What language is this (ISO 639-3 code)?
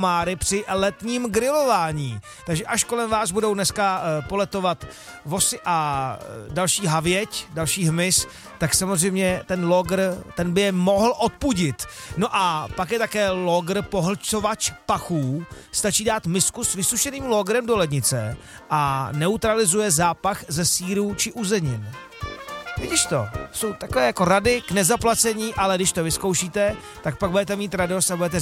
ces